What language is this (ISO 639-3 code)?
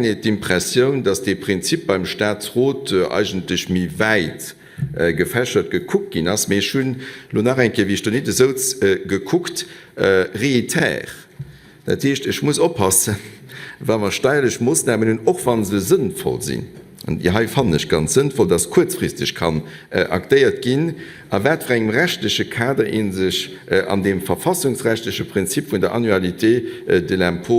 ltz